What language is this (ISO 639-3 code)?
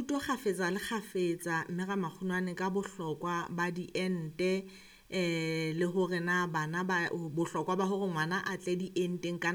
sot